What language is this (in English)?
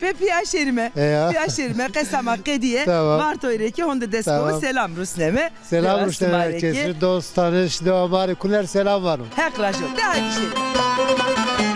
Zaza